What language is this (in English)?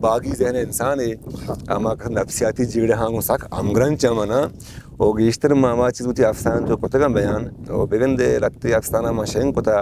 Eastern Balochi